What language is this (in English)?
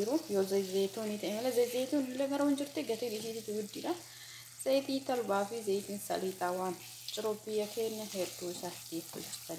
Oromo